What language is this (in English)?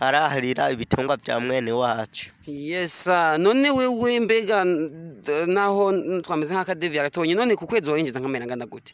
Rundi